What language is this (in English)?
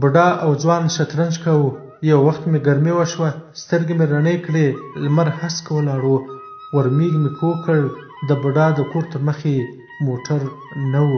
Pashto